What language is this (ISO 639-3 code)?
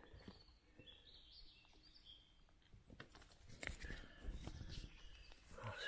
slk